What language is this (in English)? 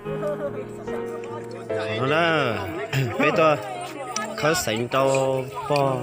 Hmong